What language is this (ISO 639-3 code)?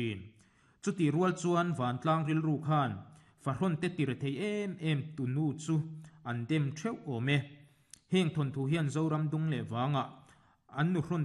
lus